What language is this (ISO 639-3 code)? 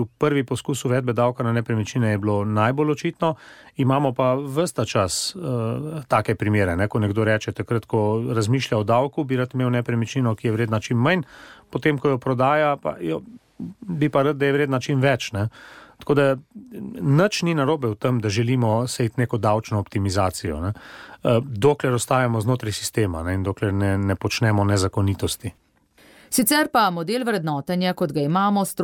slv